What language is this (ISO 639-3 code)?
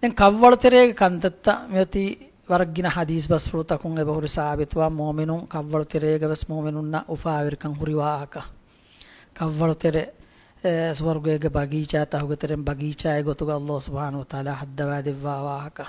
div